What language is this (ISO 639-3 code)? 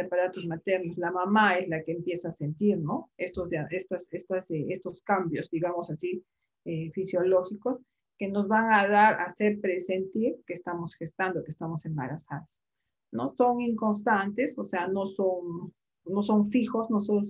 spa